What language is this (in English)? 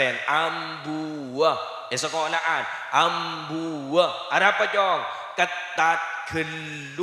Madurese